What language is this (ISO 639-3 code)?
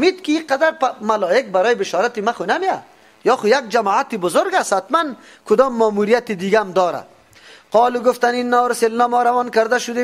fas